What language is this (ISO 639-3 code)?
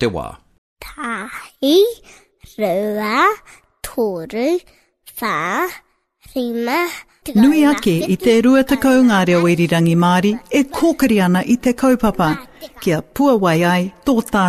mri